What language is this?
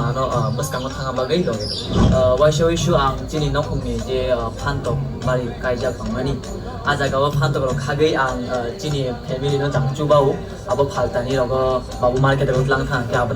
Kok Borok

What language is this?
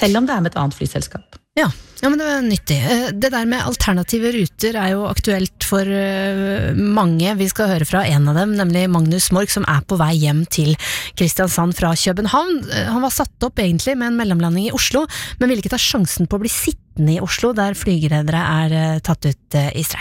Norwegian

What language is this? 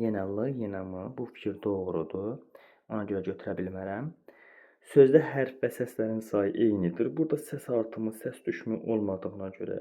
Azerbaijani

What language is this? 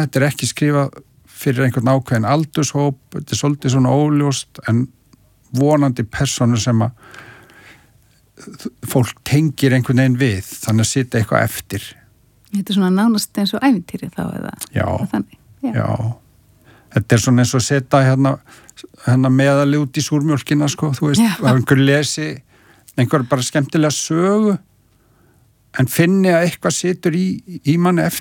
Icelandic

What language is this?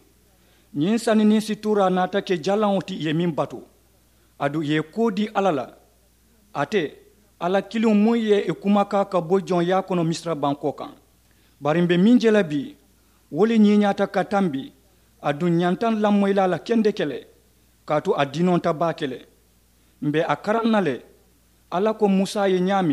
Mandingo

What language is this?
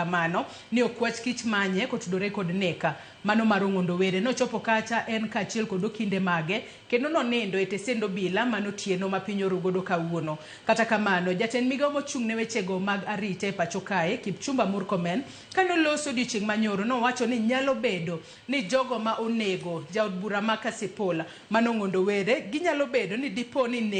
Luo (Kenya and Tanzania)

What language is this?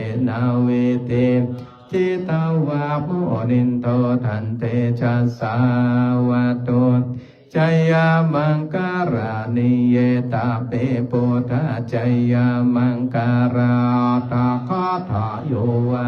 Pali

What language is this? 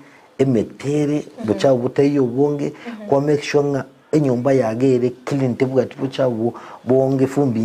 Gusii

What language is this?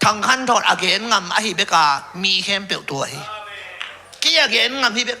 Tedim Chin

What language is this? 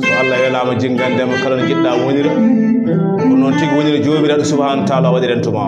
Fula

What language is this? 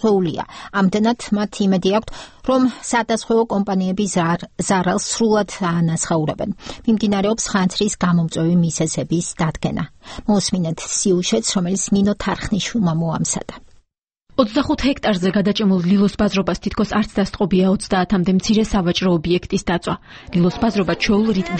Georgian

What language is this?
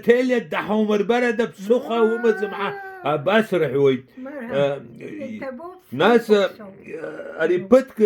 Abkhazian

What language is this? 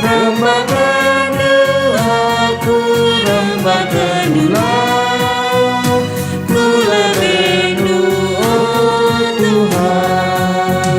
Batak Karo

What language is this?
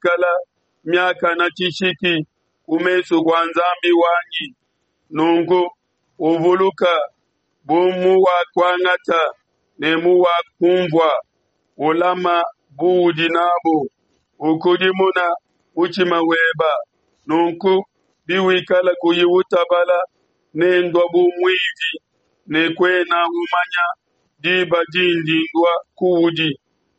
Luba-Lulua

